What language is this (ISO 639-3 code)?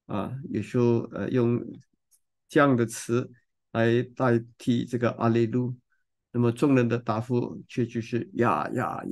zho